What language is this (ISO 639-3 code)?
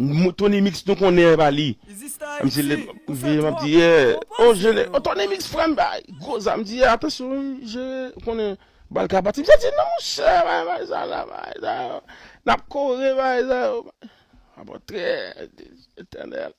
hat